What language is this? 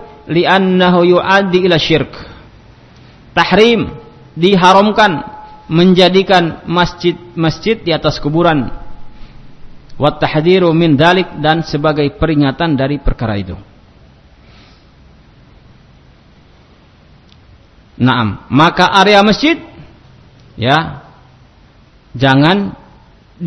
Indonesian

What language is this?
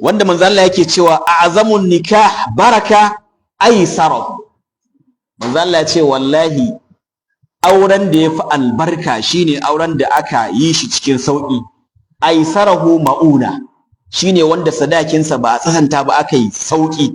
Hausa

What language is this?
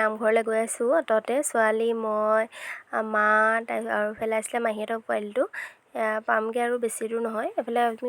Assamese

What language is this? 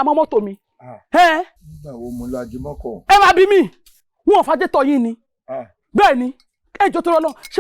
Yoruba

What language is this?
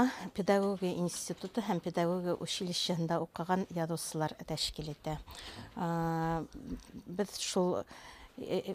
Bashkir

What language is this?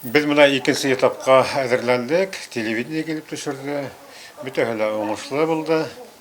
Bashkir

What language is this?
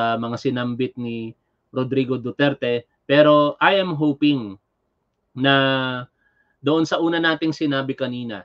Filipino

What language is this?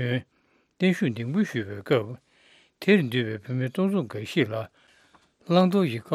Tibetan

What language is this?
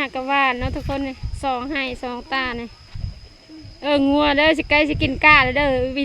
Lao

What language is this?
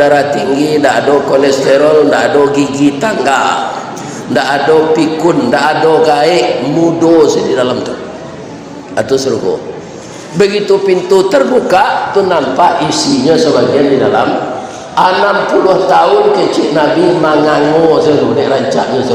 Minangkabau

